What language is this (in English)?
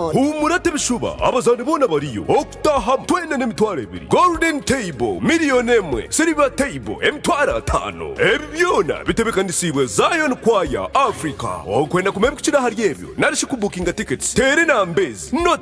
Nyankole